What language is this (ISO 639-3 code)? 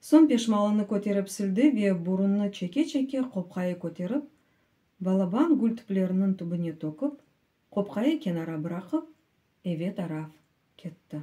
crh